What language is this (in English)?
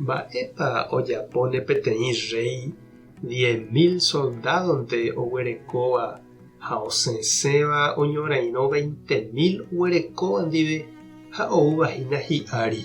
Guarani